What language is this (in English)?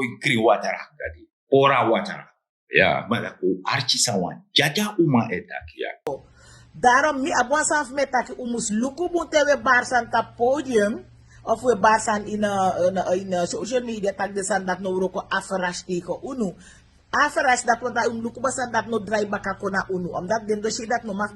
Sranan Tongo